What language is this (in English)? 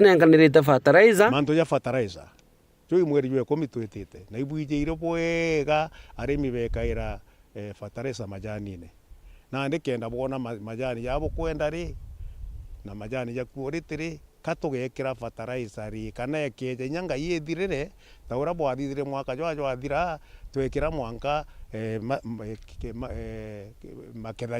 Meru